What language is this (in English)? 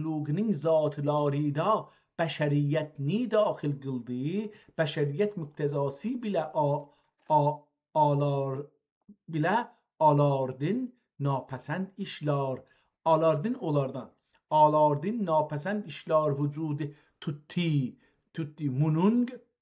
South Azerbaijani